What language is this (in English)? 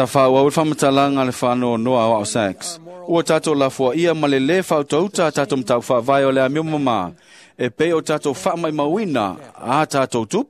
Samoan